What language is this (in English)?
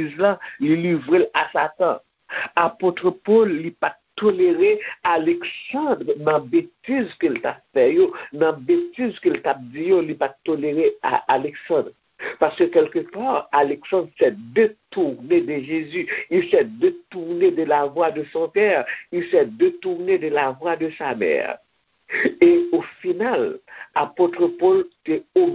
Haitian Creole